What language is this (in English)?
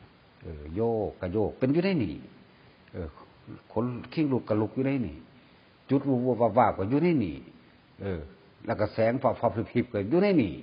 Northeastern Thai